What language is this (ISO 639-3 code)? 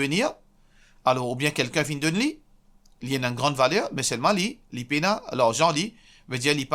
mfe